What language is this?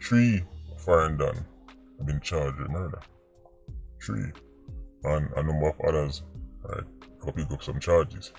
Jamaican Creole English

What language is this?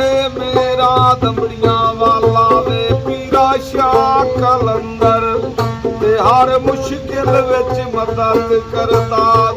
Pahari-Potwari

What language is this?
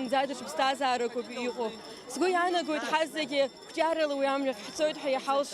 Abkhazian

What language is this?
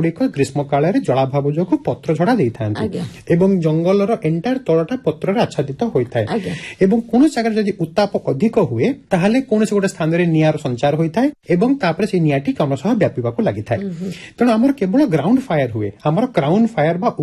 Odia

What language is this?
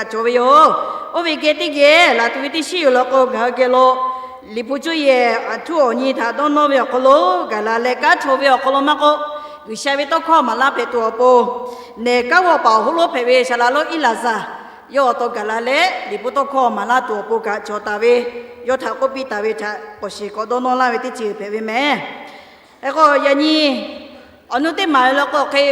Lahu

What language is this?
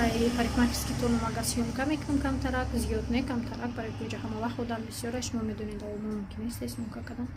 Tajik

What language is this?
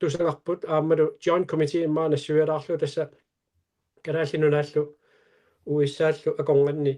Kalaallisut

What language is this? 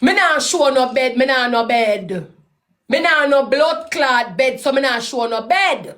Jamaican Creole English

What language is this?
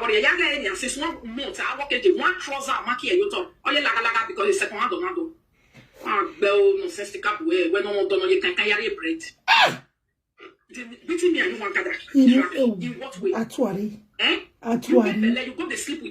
Nigerian Pidgin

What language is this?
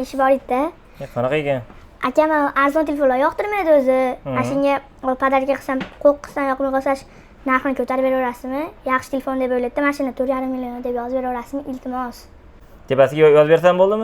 Uzbek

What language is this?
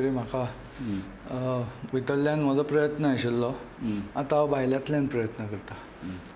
Konkani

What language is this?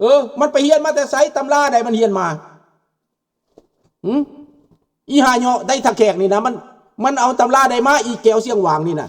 Lao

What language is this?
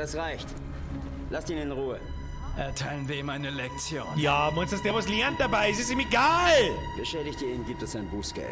Bavarian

